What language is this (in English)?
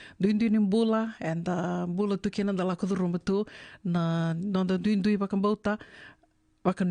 Fijian